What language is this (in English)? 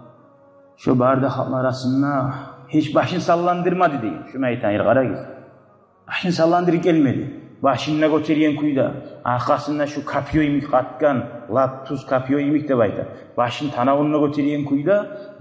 Kumyk